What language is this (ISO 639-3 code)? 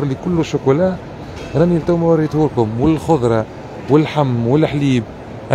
aeb